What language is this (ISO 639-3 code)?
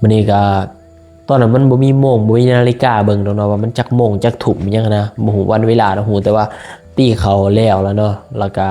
lao